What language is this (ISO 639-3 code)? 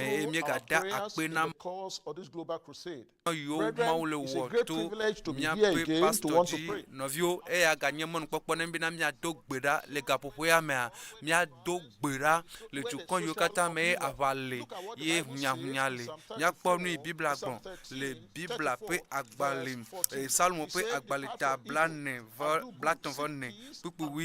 ewe